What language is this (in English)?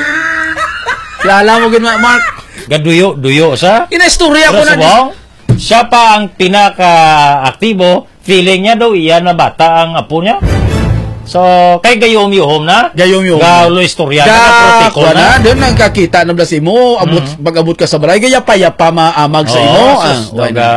Hiligaynon